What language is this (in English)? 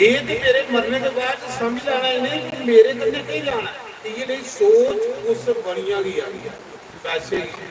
Dogri